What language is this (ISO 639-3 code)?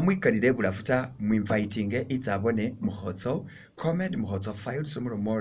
myx